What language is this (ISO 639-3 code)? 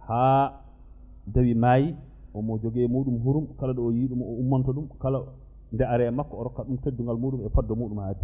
ful